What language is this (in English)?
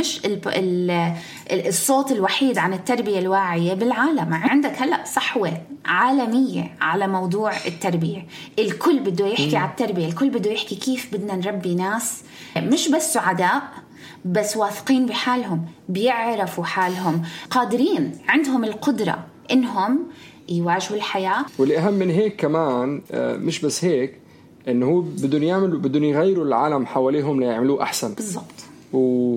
North Levantine Arabic